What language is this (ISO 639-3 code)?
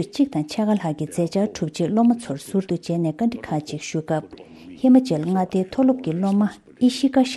bod